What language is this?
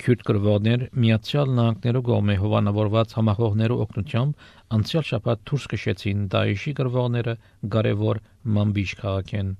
Armenian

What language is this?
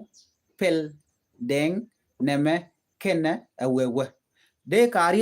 Nuer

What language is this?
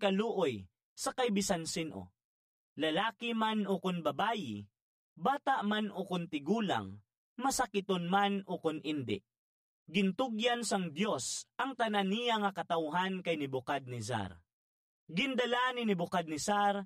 Hiligaynon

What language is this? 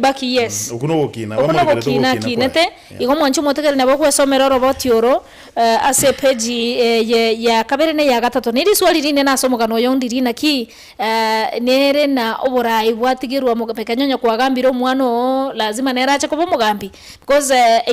Gusii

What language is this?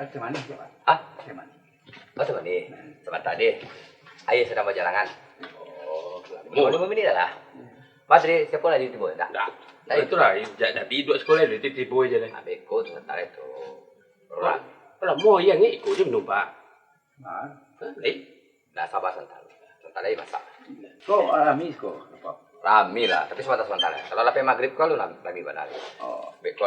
Minangkabau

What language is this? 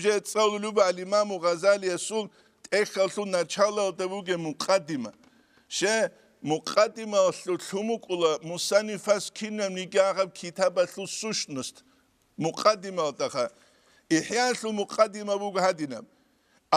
Avaric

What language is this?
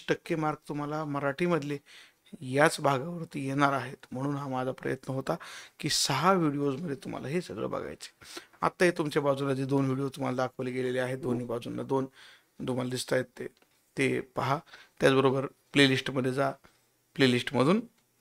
Marathi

